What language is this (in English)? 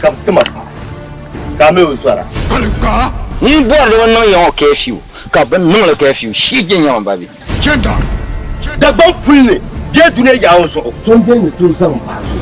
Dagbani